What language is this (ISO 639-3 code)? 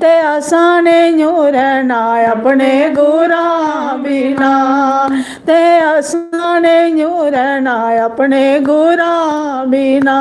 doi